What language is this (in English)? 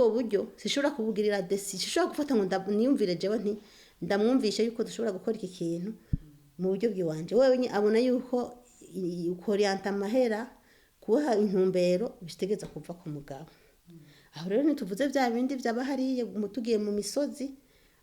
Rundi